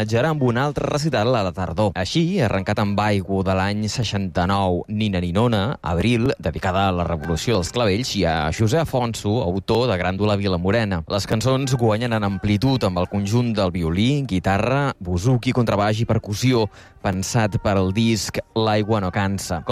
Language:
Catalan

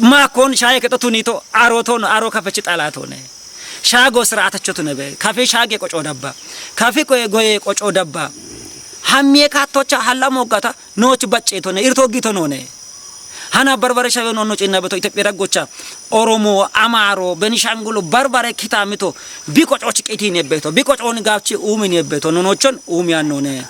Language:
Kafa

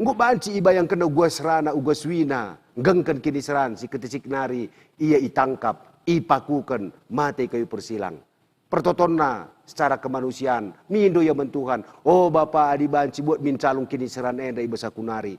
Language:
Batak Karo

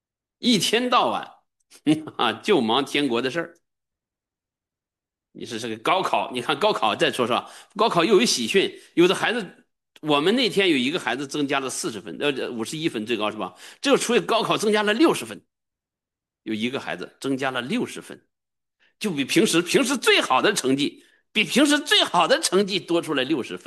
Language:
Chinese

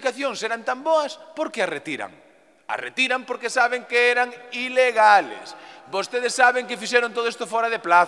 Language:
Galician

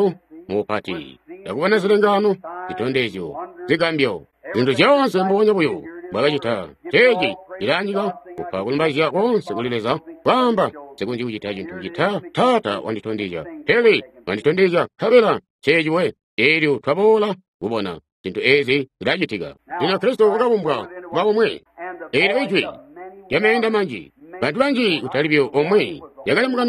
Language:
Tonga (Zambia)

